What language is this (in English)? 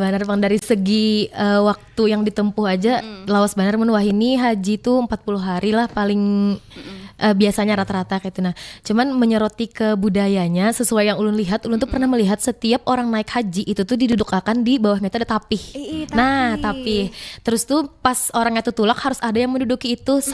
Banjar